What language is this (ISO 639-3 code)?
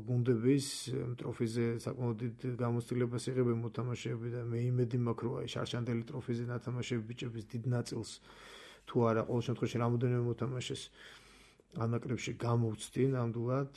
kat